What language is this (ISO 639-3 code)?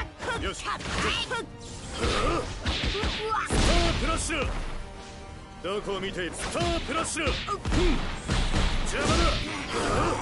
jpn